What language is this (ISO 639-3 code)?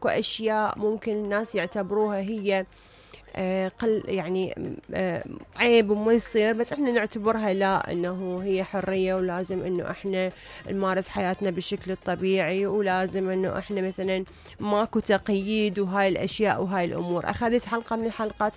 acm